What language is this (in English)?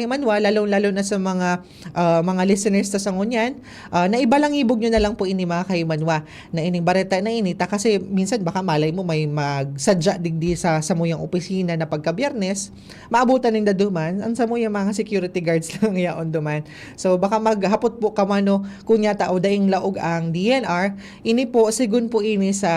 Bikol